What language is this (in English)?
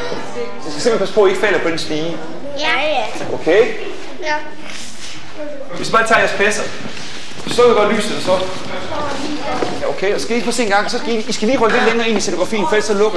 Danish